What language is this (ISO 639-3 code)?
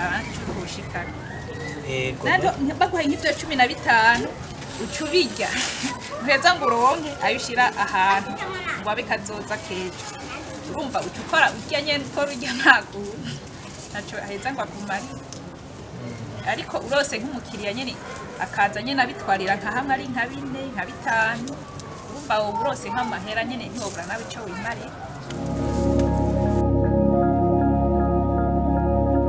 run